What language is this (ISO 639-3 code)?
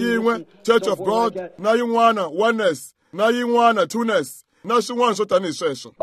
tso